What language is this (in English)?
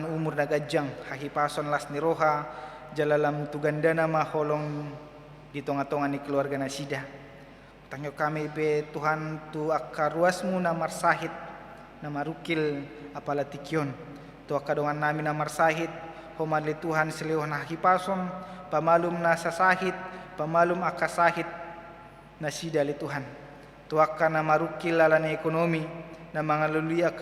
Batak Toba